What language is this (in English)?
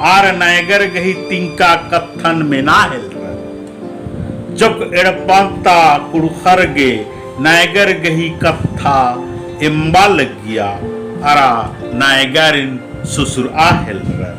Kurukh